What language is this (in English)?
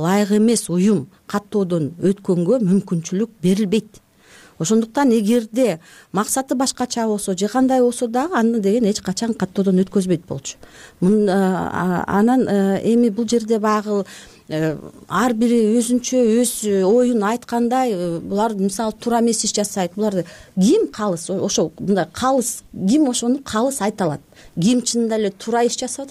Kyrgyz